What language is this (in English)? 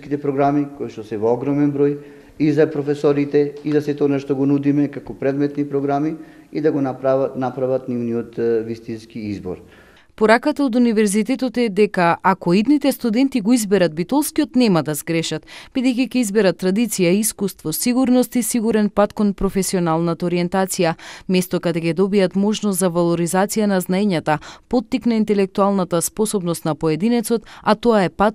Macedonian